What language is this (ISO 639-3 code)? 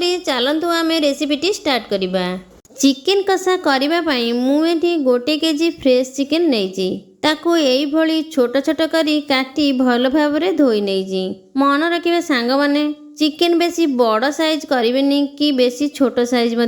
ori